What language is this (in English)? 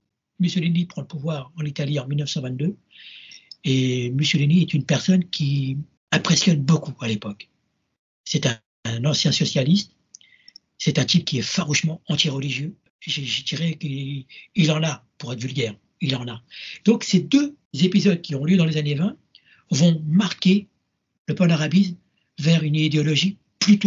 French